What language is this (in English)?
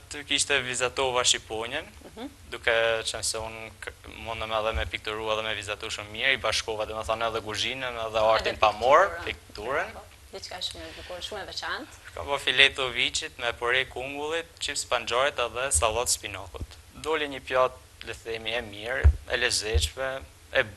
Albanian